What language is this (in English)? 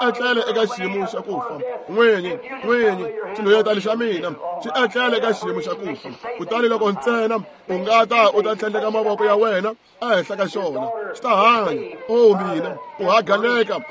Tsonga